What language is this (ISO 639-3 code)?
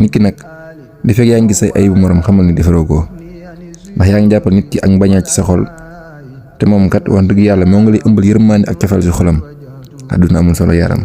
wol